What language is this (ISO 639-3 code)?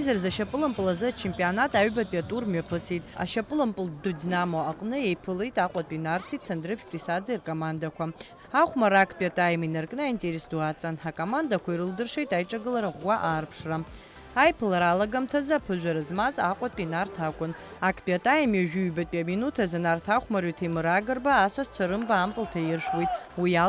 abk